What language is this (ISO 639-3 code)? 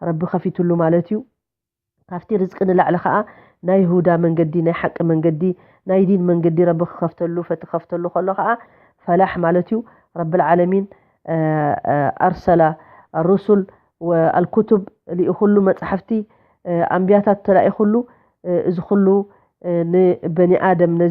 tir